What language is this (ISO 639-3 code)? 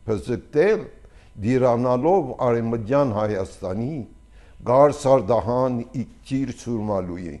hye